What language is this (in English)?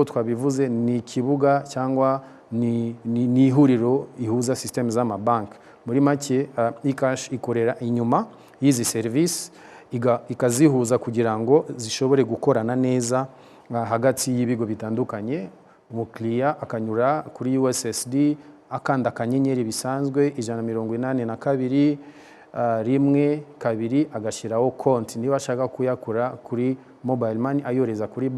Kinyarwanda